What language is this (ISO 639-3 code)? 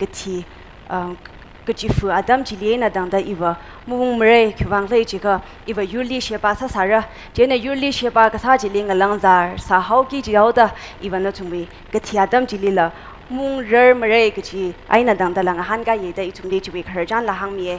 nmf